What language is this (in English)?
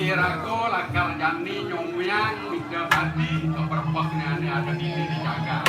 Balinese